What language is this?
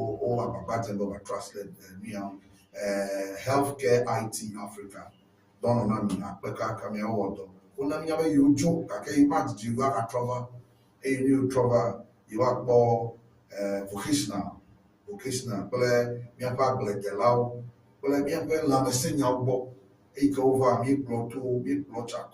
Ewe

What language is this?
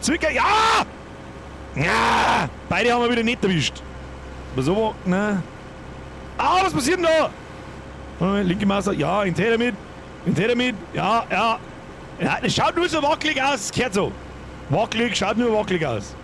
Bavarian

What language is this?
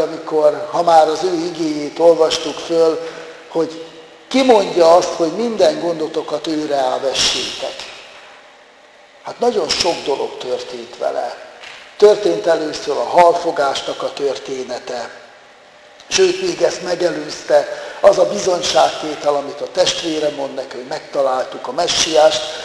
Hungarian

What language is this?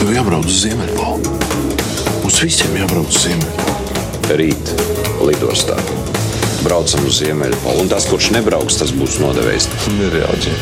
Latvian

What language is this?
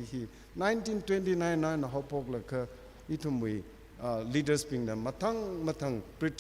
Tangkhul Naga (India)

